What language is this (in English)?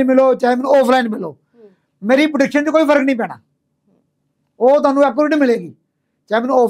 Punjabi